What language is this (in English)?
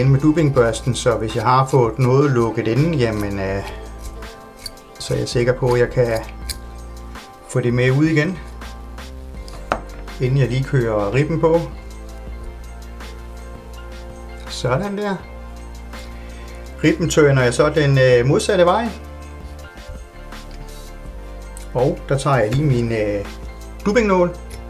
Danish